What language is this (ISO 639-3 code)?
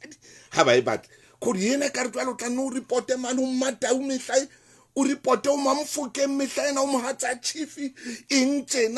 sot